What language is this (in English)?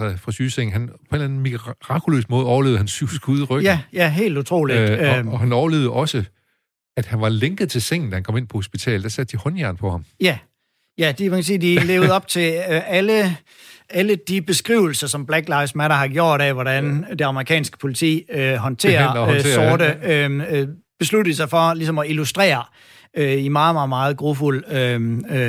Danish